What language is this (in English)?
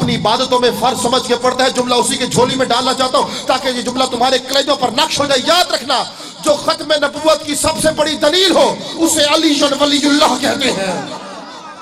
Urdu